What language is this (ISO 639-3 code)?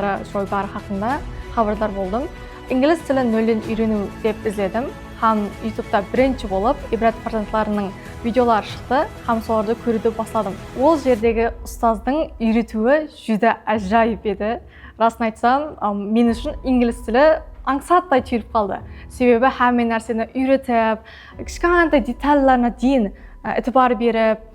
kaa